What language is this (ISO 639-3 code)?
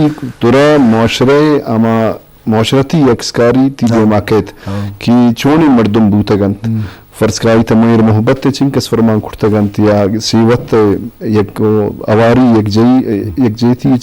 bgp